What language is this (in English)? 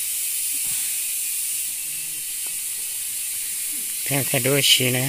Vietnamese